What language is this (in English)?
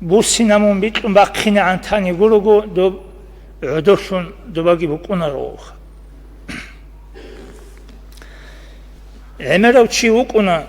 Avaric